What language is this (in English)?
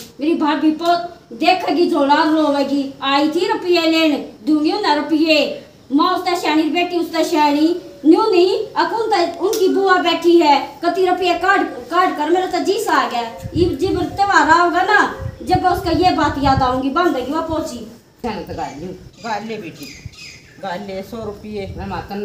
Haryanvi